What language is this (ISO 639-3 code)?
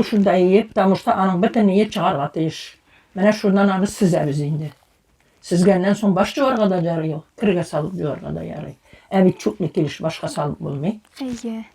tat